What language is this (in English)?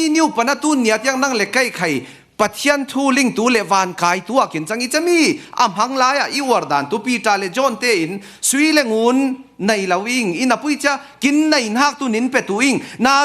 Falam Chin